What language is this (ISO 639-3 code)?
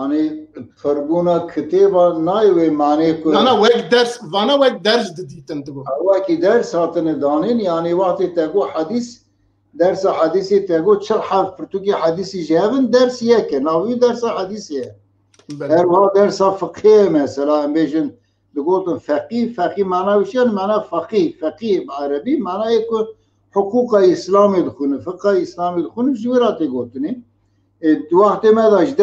kur